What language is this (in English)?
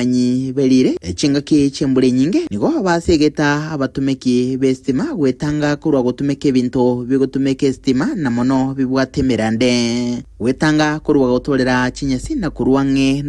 Gusii